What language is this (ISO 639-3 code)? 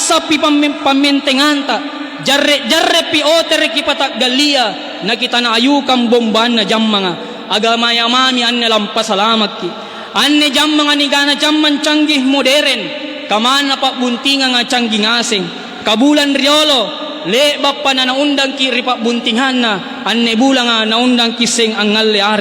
mak